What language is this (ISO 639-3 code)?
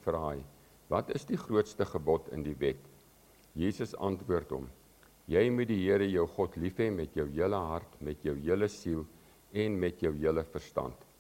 afr